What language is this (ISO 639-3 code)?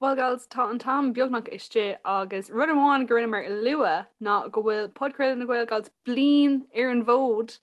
gle